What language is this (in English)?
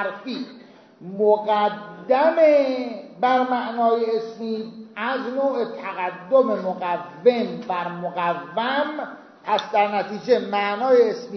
Persian